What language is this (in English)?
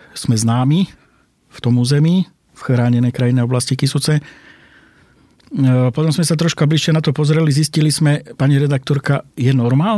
Slovak